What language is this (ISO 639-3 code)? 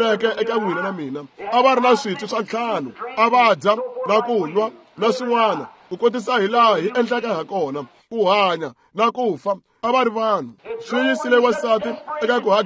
tso